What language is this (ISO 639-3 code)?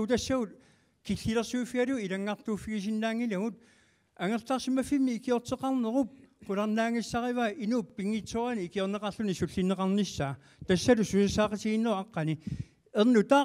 kal